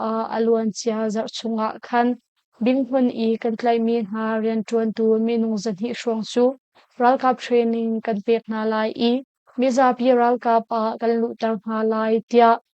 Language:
Hakha Chin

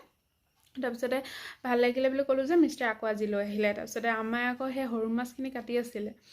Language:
Assamese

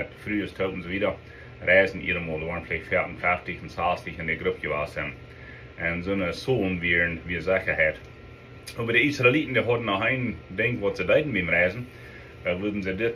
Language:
Plautdietsch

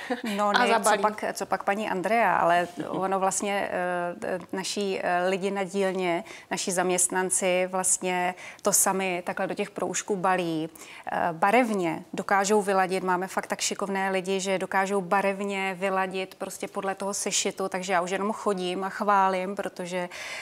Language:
Czech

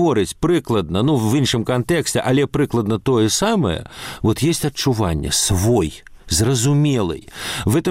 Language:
Belarusian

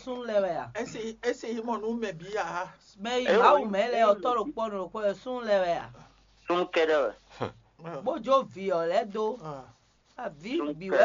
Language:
Fon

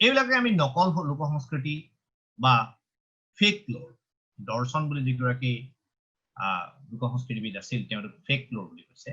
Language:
Assamese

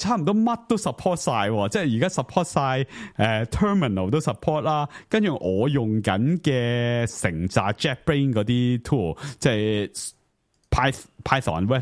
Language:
Cantonese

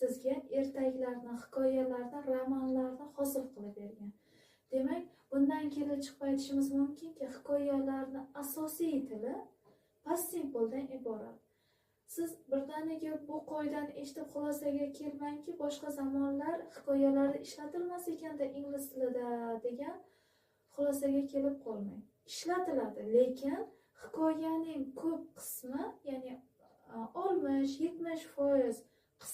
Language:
Uzbek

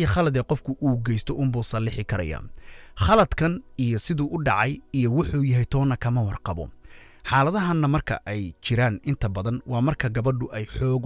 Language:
Somali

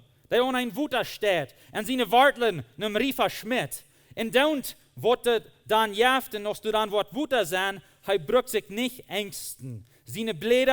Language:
Plautdietsch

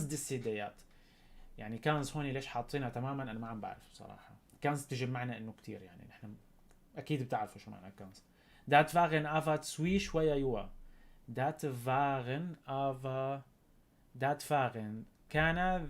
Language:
North Levantine Arabic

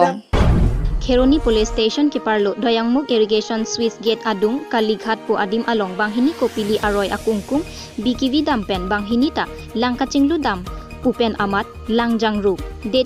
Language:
Karbi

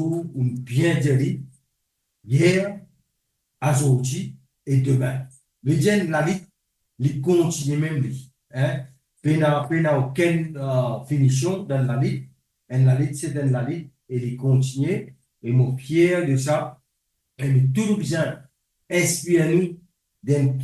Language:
Morisyen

